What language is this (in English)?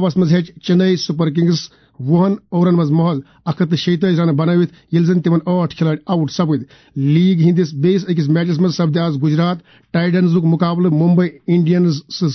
Kashmiri